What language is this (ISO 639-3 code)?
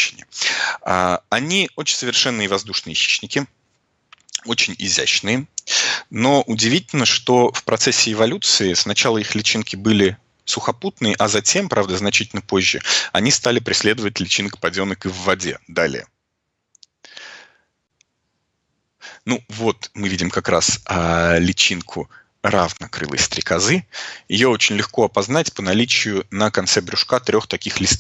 rus